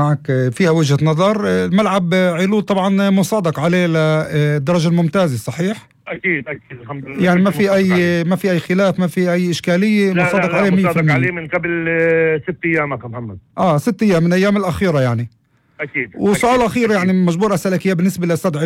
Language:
North Levantine Arabic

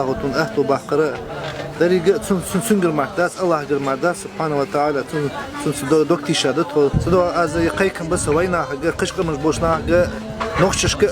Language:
Chechen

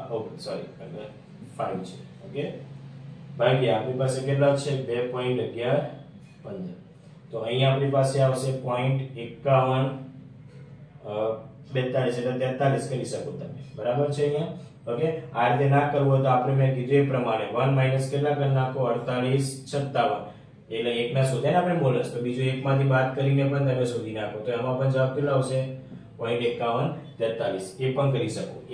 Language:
Gujarati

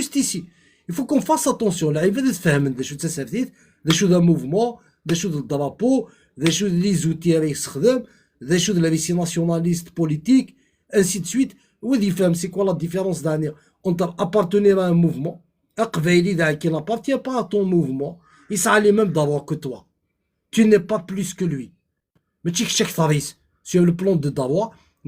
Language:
Kabyle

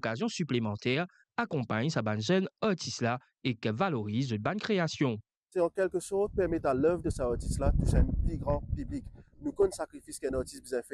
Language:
Morisyen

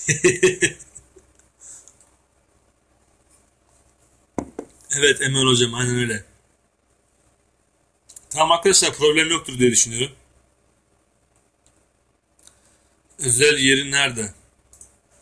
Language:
Turkish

